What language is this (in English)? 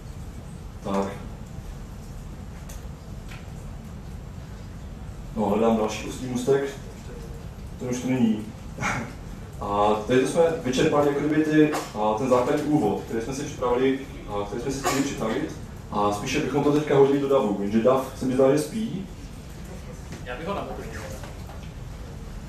Czech